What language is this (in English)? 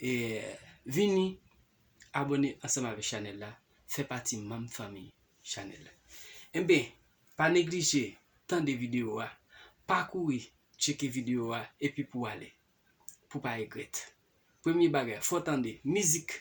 Haitian Creole